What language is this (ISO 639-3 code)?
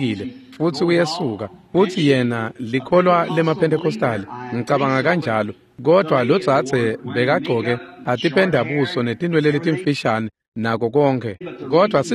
ssw